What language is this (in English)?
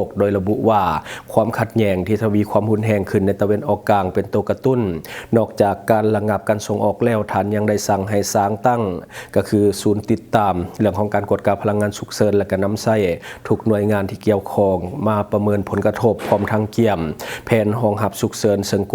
Lao